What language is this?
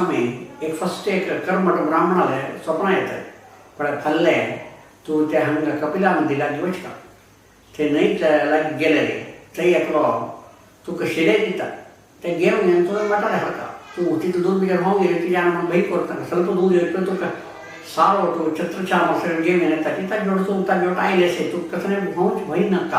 Konkani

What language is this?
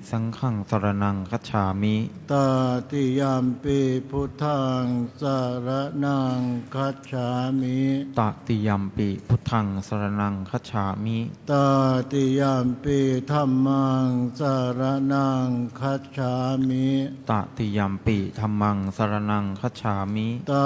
Pali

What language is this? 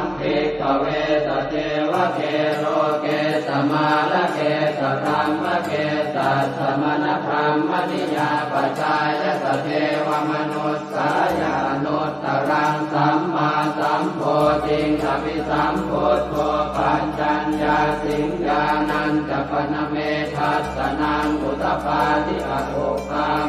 Pali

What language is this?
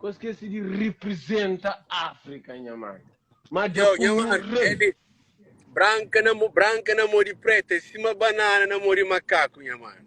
Kabuverdianu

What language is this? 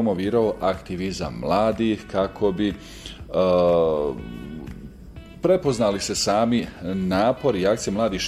Bosnian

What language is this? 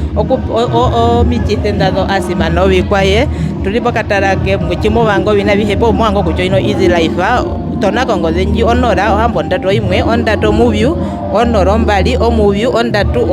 Herero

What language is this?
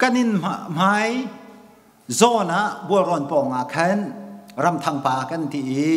Hakha Chin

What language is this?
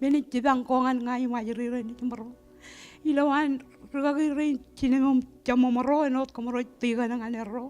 Marshallese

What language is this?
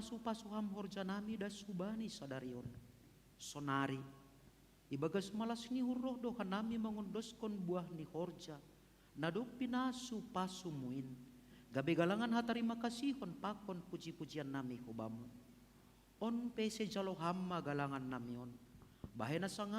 Batak Simalungun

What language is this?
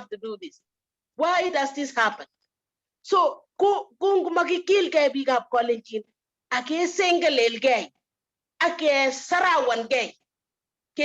Kalenjin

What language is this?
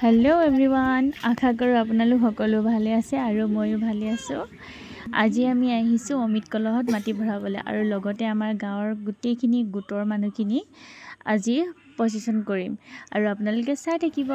Assamese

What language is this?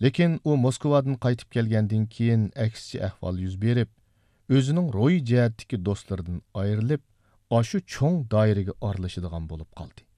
Uyghur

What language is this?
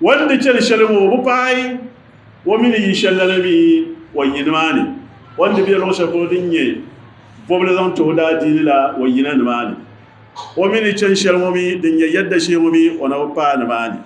Dagbani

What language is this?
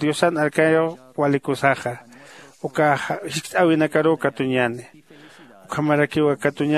Aymara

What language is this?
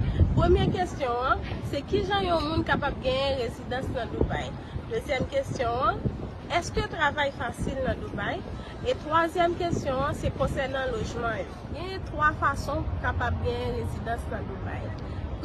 Haitian Creole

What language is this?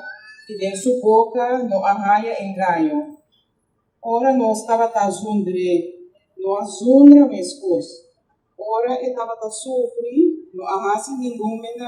Papiamento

